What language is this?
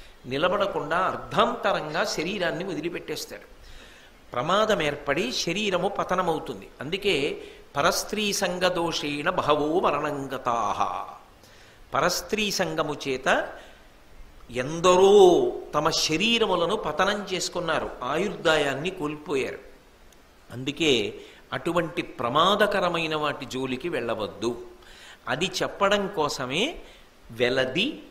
Telugu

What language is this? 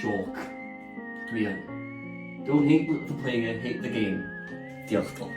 Welsh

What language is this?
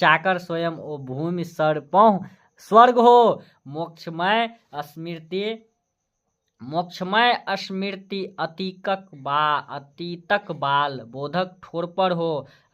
Maithili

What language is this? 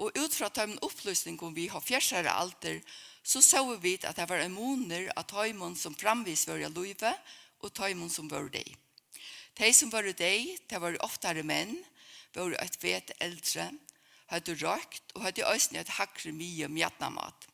Faroese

